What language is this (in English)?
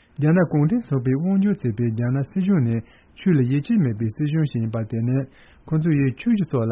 Tibetan